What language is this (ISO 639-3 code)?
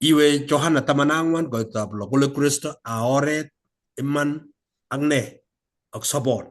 kln